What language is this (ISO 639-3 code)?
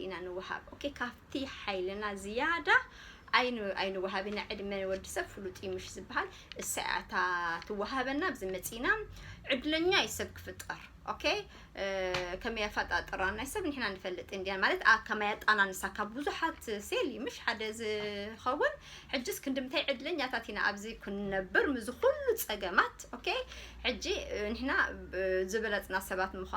tir